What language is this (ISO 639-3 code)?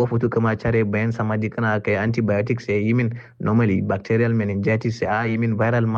kau